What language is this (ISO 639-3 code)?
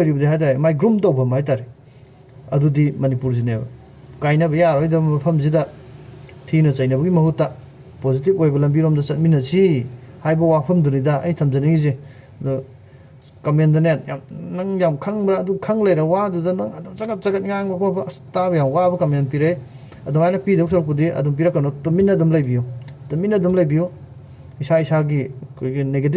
mni